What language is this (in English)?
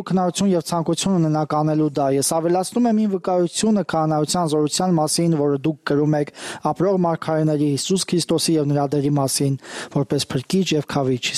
Armenian